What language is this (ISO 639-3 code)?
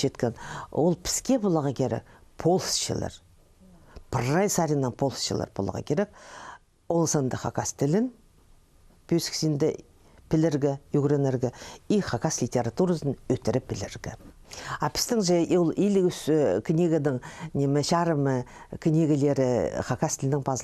kjh